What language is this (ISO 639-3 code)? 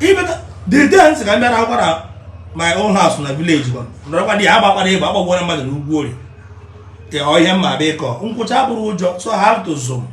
ibo